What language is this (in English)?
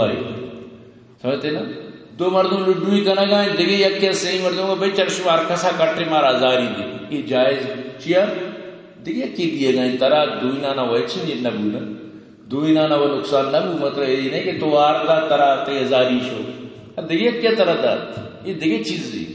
Eastern Balochi